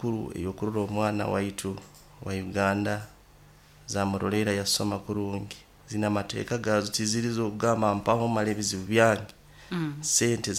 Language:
Nyoro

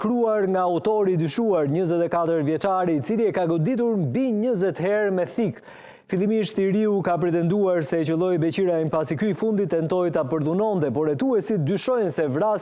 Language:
Albanian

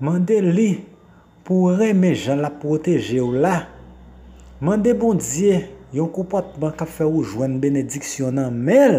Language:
Haitian Creole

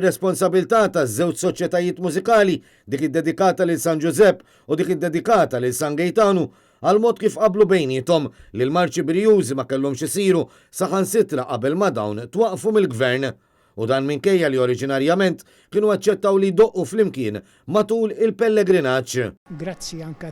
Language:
Maltese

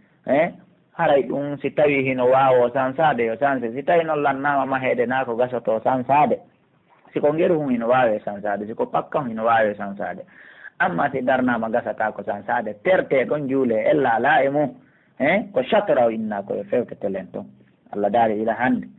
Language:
Pular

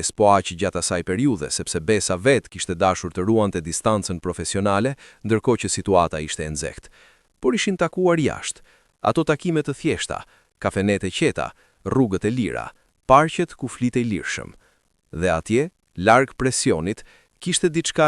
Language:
Albanian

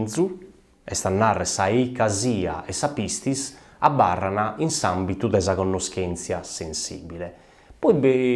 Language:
Sardinian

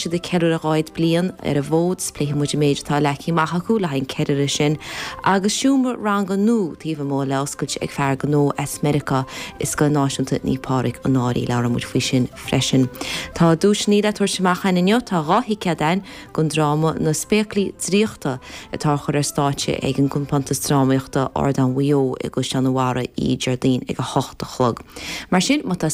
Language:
Irish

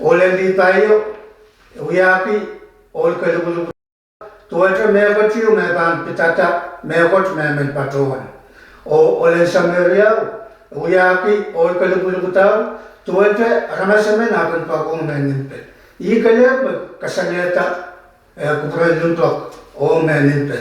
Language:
Pohnpeian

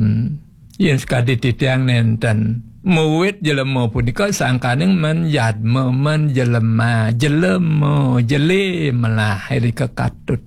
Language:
Balinese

